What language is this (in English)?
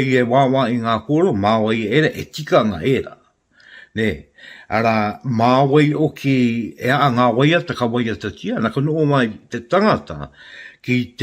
Māori